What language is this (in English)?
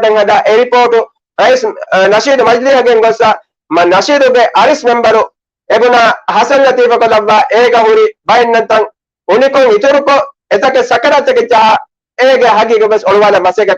Divehi